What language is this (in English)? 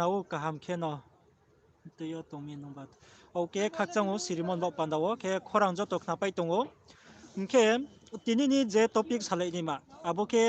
Riang (India)